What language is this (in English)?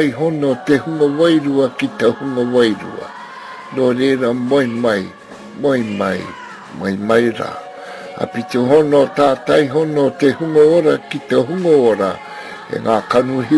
Māori